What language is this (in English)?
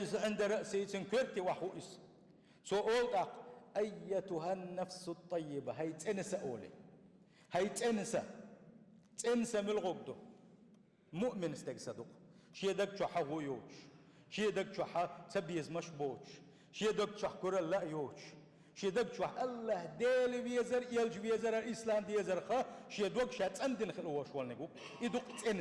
Chechen